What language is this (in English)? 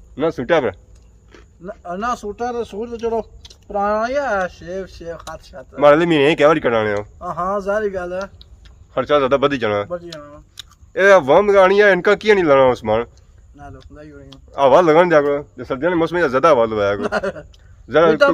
Pahari-Potwari